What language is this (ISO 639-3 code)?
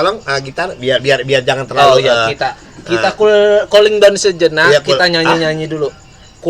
bew